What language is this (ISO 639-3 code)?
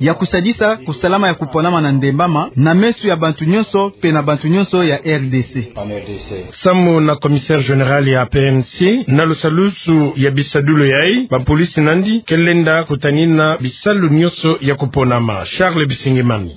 ktu